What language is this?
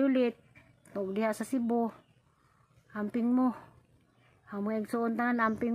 Cebuano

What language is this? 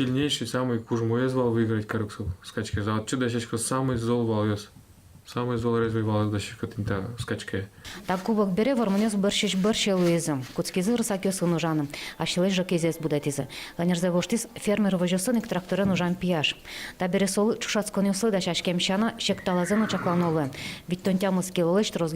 Udmurt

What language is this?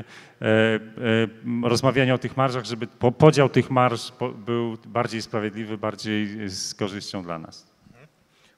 Polish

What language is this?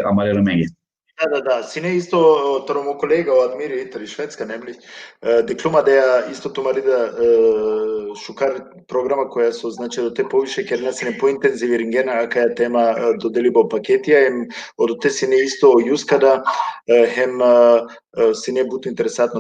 Balkan Romani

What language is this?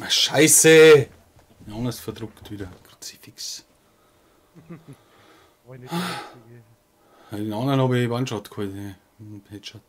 Bavarian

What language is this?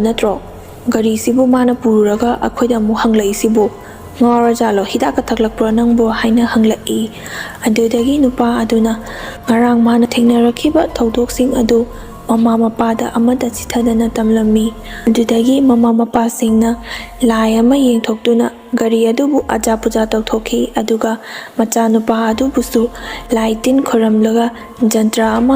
Manipuri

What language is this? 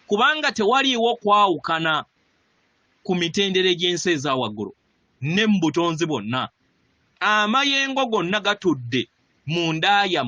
Ganda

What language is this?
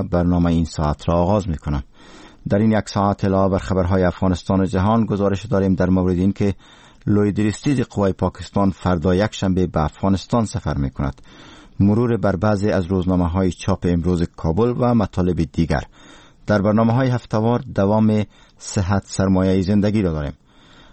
Persian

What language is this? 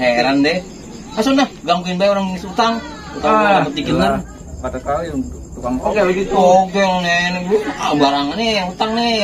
Betawi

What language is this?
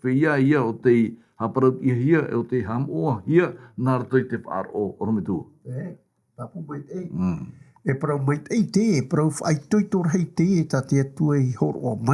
Tahitian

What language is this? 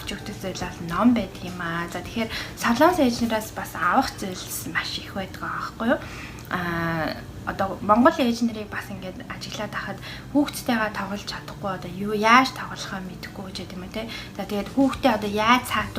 Mongolian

